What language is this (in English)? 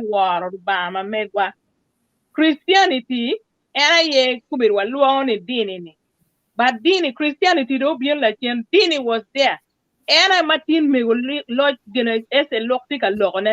Acoli